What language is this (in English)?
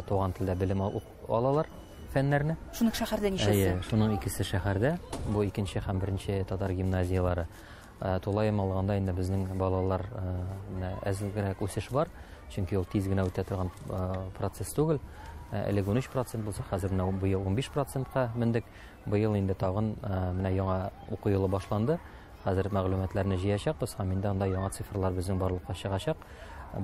Tatar